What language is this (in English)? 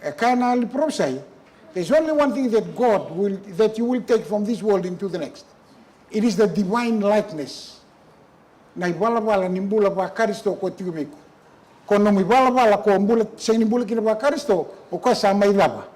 Fijian